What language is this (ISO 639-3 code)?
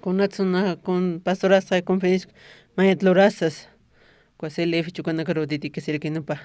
aym